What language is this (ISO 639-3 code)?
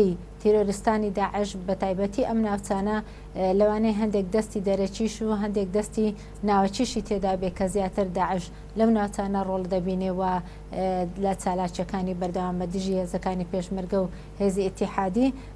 ckb